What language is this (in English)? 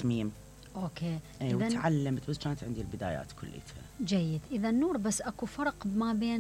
Mesopotamian Arabic